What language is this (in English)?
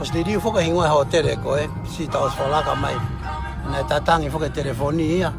Tongan